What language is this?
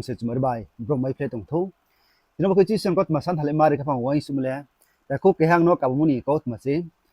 Riang (India)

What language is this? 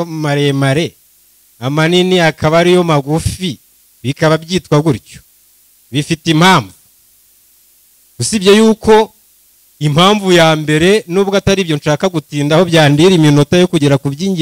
Kinyarwanda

